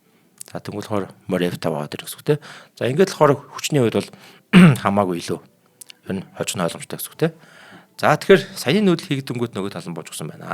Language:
Mongolian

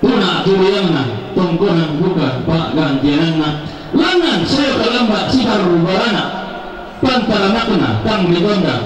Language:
Toraja-Sa'dan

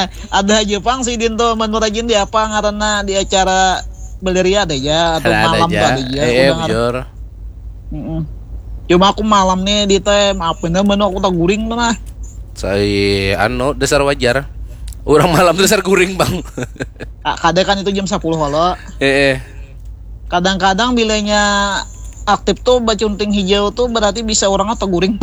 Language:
Banjar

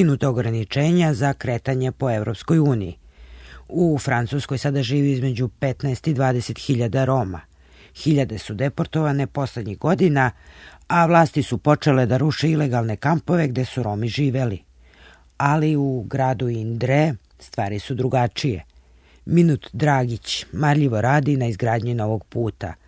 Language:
Serbian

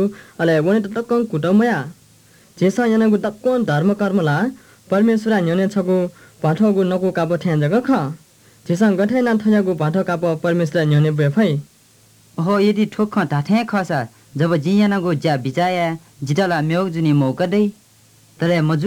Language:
Newari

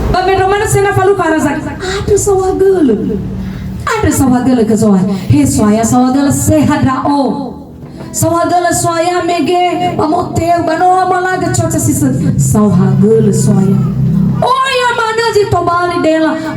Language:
Nias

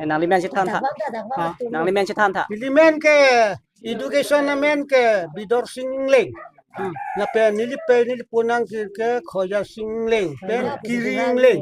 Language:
Karbi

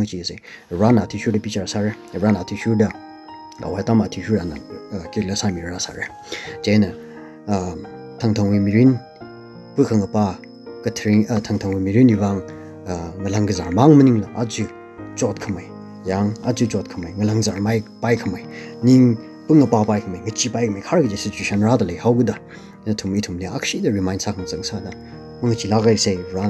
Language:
Tangkhul Naga (India)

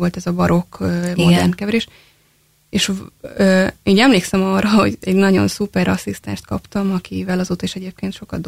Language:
Hungarian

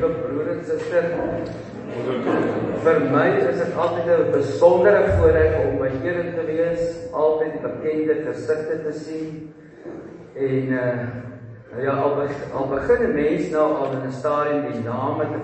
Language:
Afrikaans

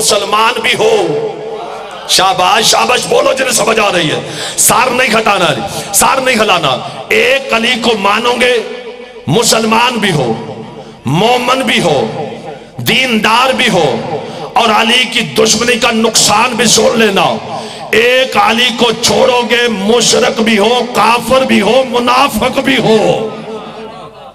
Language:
Urdu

